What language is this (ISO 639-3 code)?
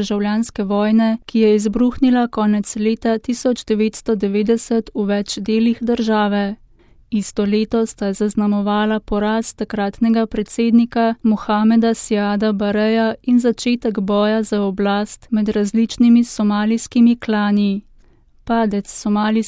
slv